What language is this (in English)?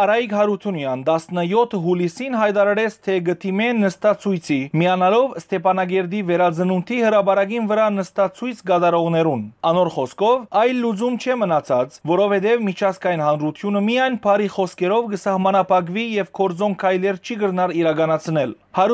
Western Armenian